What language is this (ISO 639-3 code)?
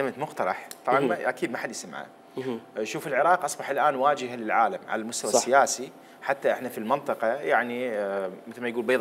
acm